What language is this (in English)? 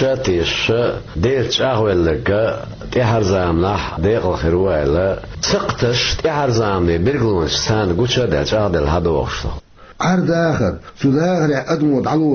Chechen